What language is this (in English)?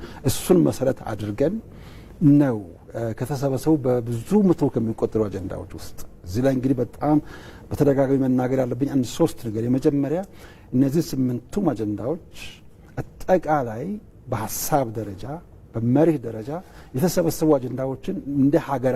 Amharic